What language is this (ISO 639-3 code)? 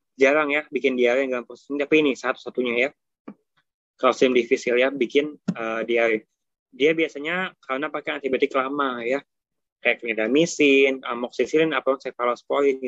ind